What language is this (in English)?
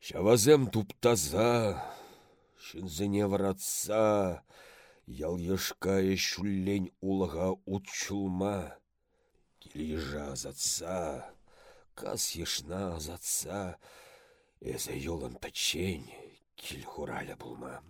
Chuvash